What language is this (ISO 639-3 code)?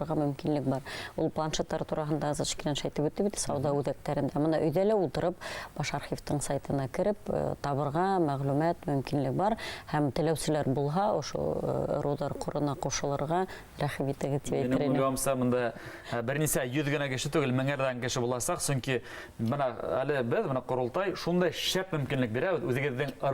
bak